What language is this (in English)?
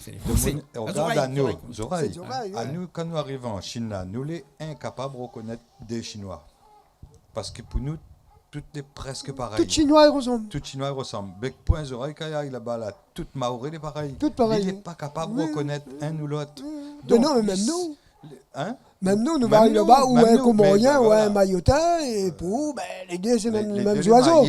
Réunion Creole French